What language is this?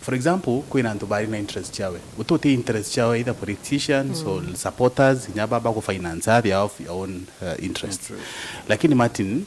Meru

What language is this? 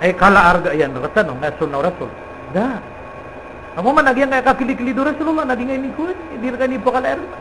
Maranao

